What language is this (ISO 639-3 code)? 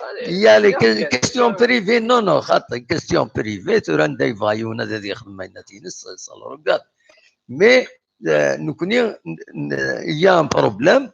kab